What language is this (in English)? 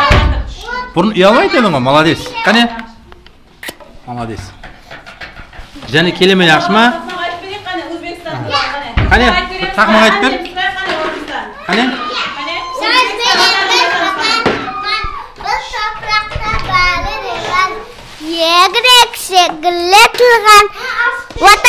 Kazakh